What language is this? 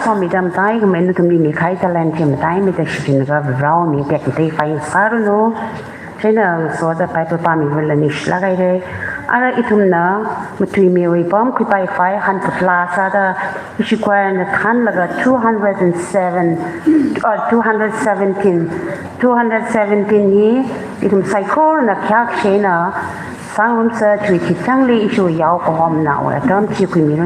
Tangkhul Naga (India)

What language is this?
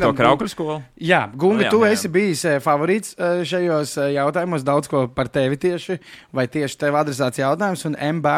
Latvian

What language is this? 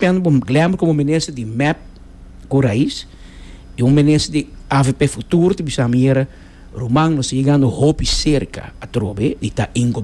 Papiamento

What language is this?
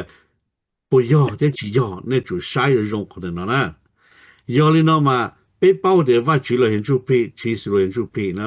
Hmong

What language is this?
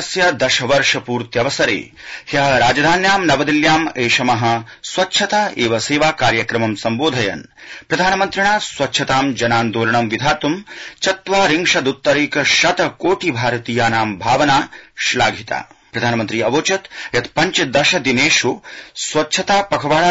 Sanskrit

